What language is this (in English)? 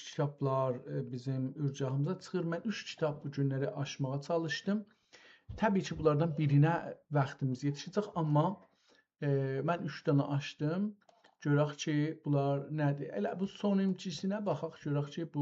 South Azerbaijani